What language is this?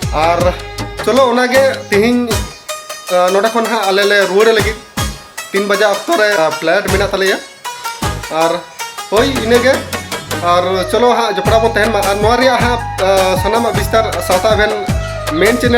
Santali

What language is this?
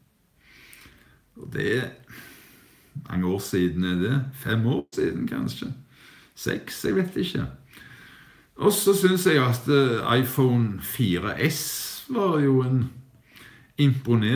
Norwegian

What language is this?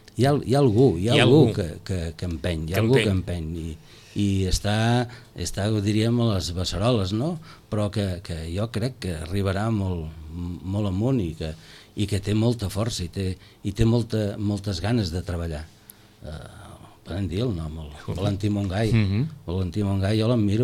Catalan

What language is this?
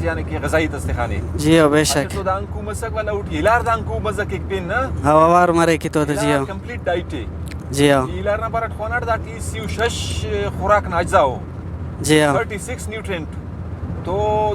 Brahui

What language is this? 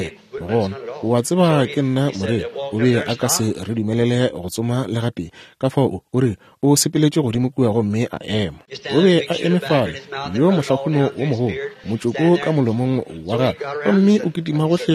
Northern Sotho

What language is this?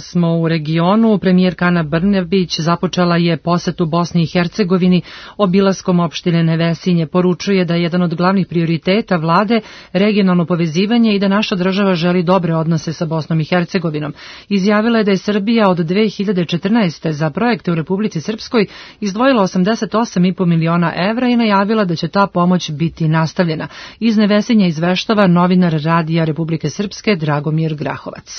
Serbian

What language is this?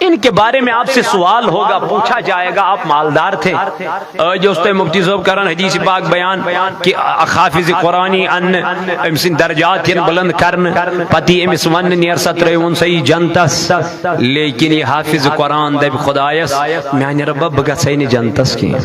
Kashmiri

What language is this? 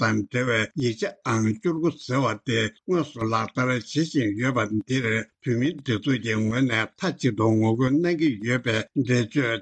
Tibetan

